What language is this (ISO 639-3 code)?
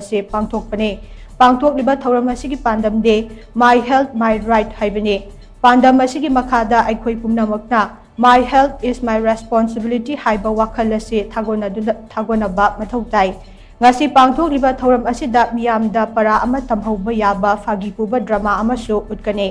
mni